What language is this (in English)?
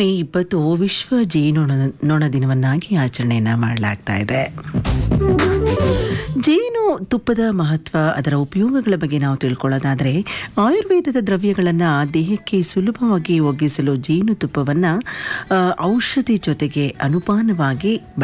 Kannada